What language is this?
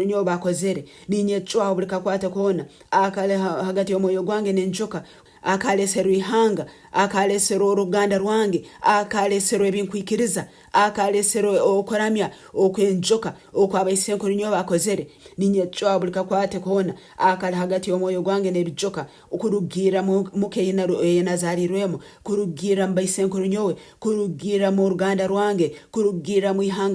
Nyankole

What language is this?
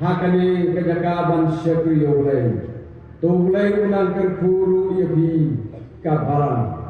Khasi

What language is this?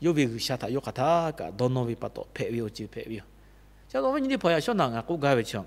Lahu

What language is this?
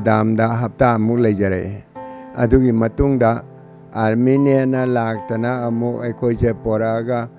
Manipuri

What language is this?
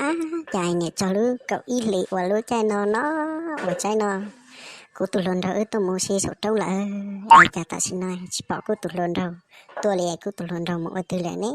Hmong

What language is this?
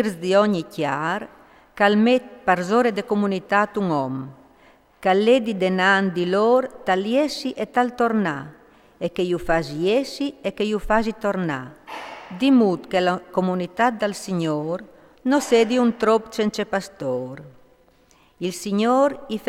Friulian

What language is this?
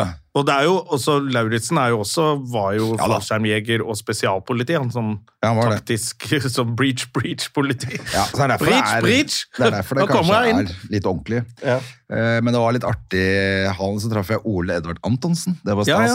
Norwegian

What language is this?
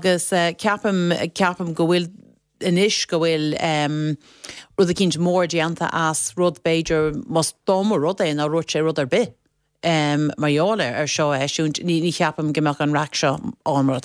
Irish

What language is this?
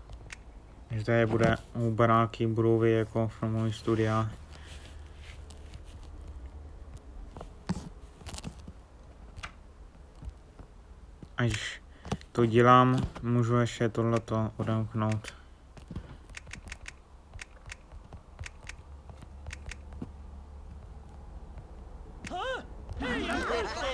Czech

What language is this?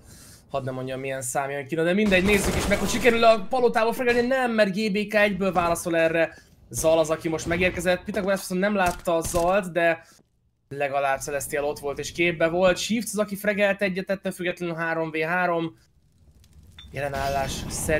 Hungarian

